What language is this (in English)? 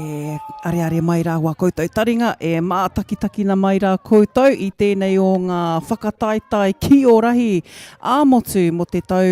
Māori